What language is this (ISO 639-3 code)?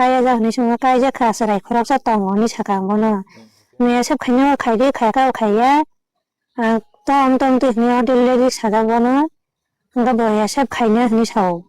trp